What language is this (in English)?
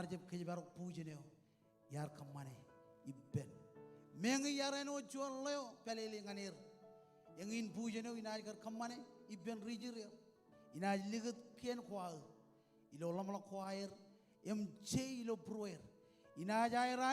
Marshallese